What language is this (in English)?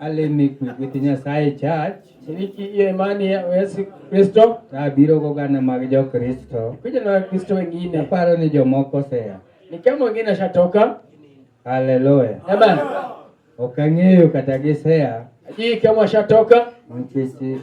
Luo (Kenya and Tanzania)